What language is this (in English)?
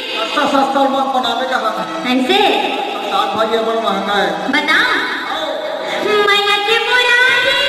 Chhattisgarhi